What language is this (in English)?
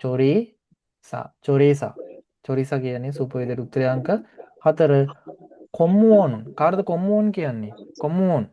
Sinhala